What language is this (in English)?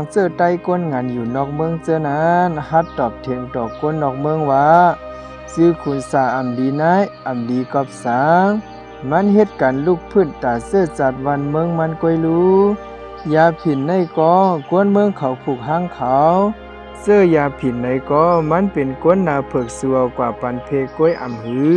Shan